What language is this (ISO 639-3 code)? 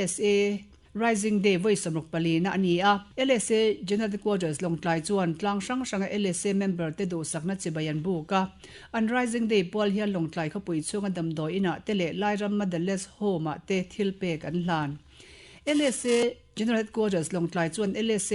lus